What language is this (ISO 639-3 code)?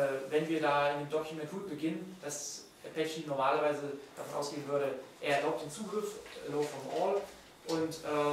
deu